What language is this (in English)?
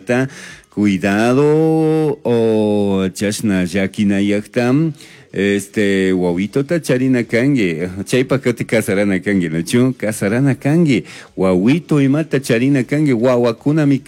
Chimborazo Highland Quichua